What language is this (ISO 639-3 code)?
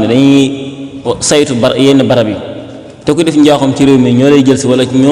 wol